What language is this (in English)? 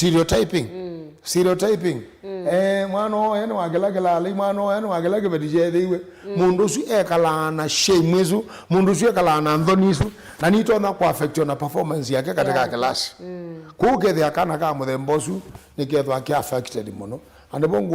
Kamba